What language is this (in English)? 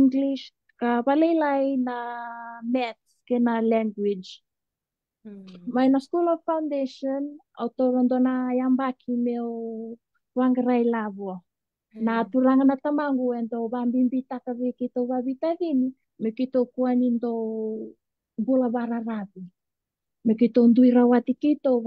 Fijian